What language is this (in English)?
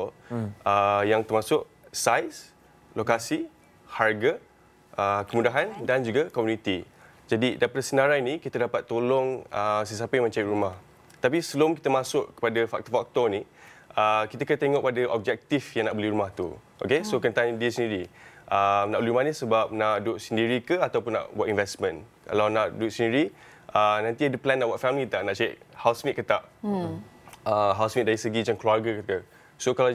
Malay